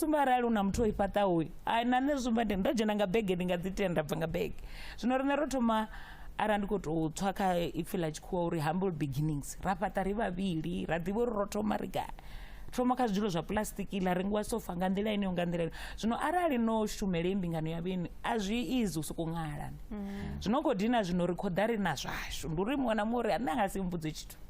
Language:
Venda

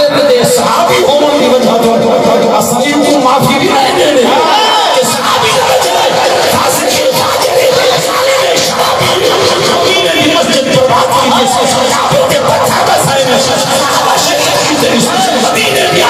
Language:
Saraiki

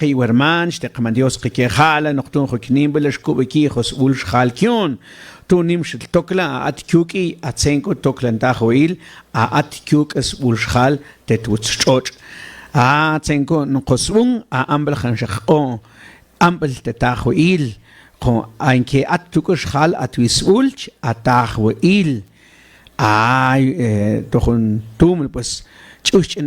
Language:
Mam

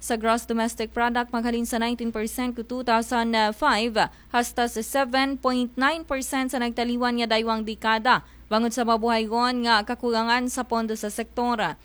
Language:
Aklanon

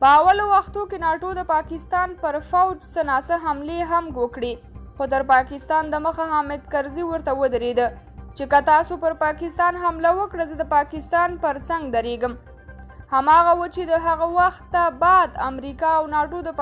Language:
Pashto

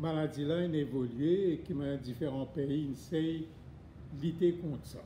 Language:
Morisyen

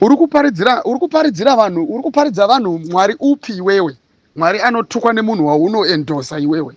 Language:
Shona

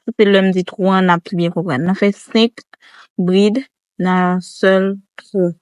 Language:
Haitian Creole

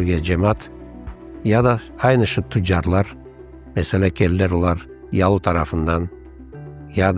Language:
Crimean Tatar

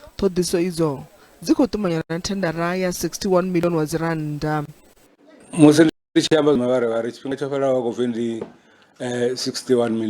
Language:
Venda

